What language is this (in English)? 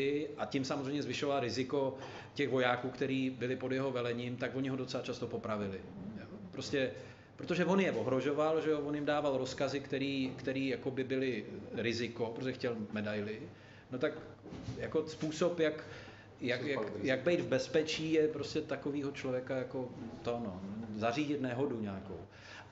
Czech